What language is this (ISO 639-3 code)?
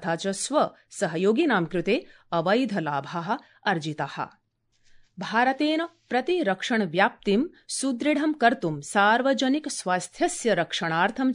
san